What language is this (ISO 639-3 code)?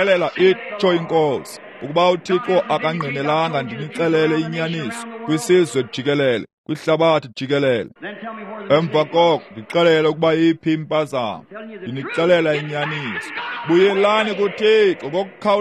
xho